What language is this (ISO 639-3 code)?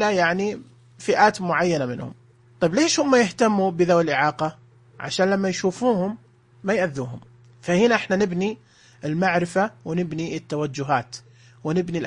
ars